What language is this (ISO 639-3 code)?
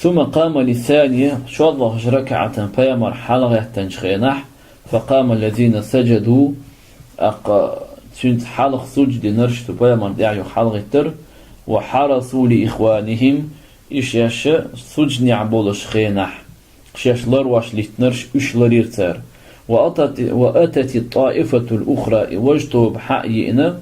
che